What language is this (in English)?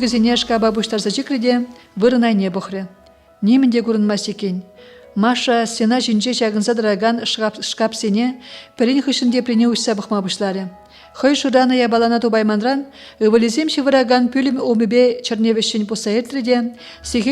Chuvash